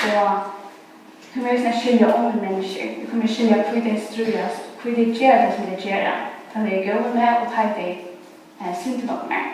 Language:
Faroese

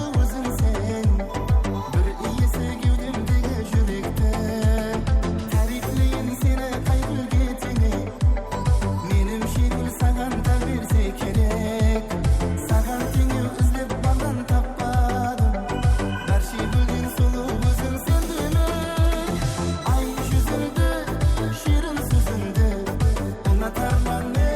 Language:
Kara-Kalpak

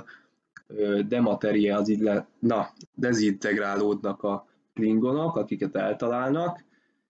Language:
Hungarian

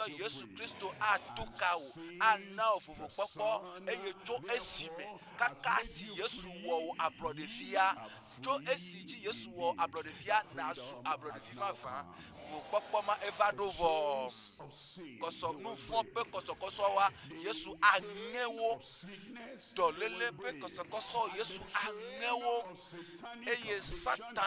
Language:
Ewe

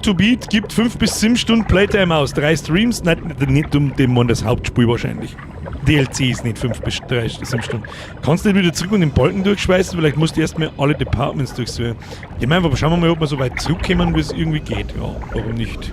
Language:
Bavarian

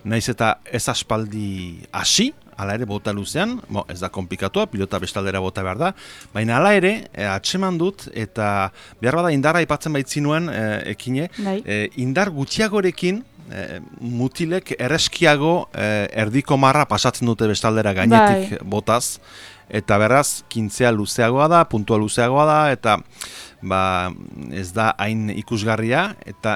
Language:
Basque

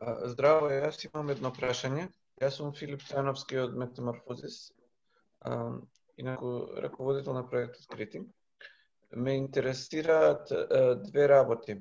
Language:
Macedonian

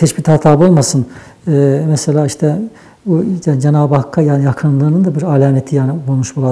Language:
Nogai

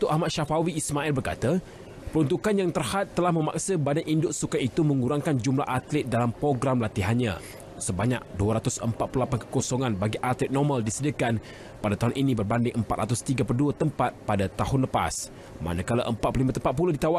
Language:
Malay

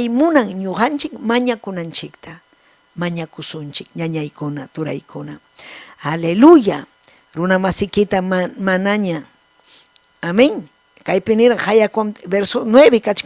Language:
Ayacucho Quechua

